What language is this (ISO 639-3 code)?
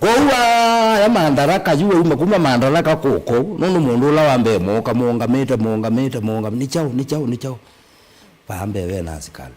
kam